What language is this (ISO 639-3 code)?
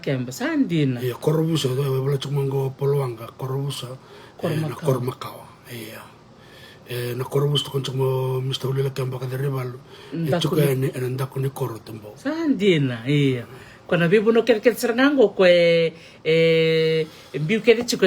fij